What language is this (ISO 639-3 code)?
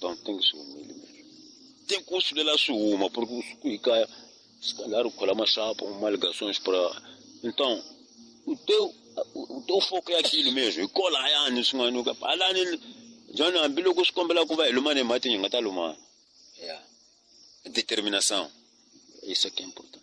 tso